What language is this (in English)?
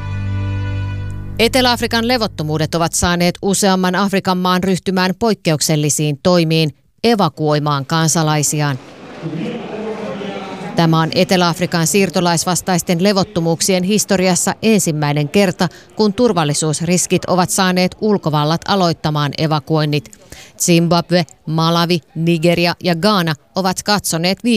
Finnish